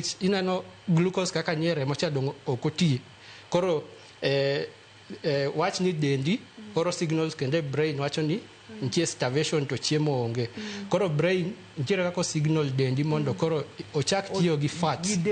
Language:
Luo (Kenya and Tanzania)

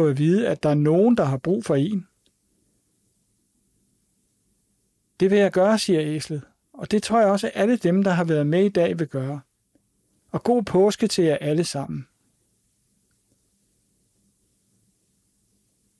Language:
Danish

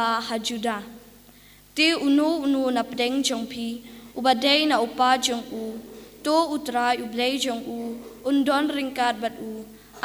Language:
Khasi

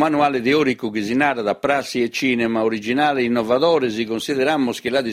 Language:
Sardinian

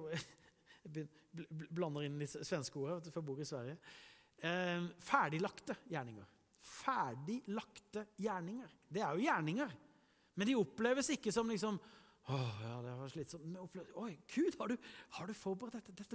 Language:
Norwegian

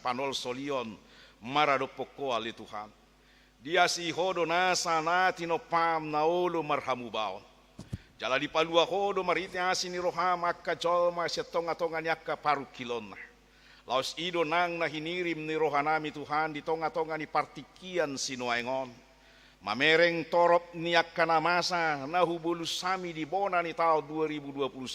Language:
Batak Toba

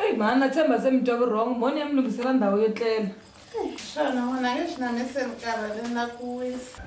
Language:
Tsonga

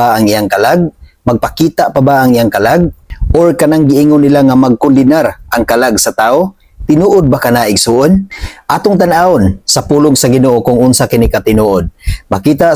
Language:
Cebuano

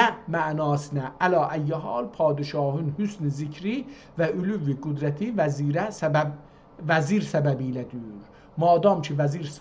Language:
South Azerbaijani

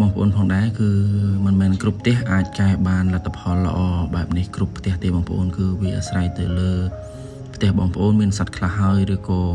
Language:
Khmer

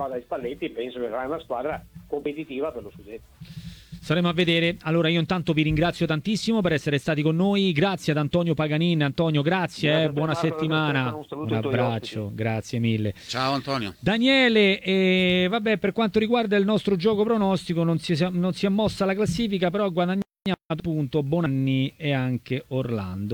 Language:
Italian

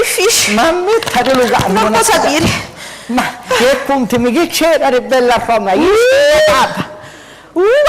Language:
Sicilian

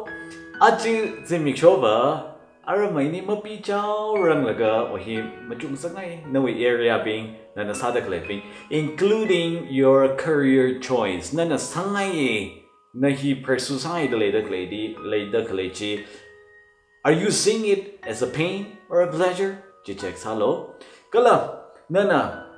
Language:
Tangkhul Naga (India)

